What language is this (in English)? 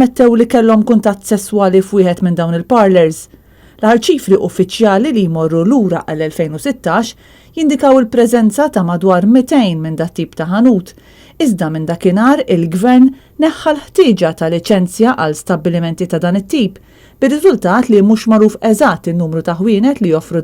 Maltese